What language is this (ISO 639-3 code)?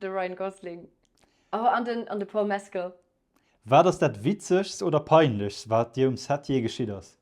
ltz